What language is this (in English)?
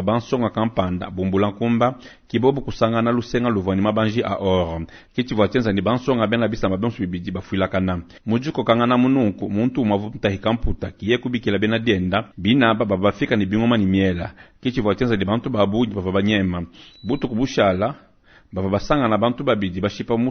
Luba-Lulua